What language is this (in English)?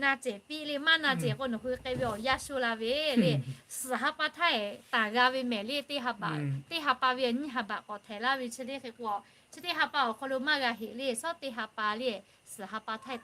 Lahu